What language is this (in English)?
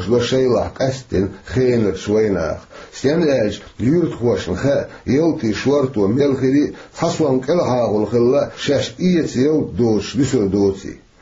Chechen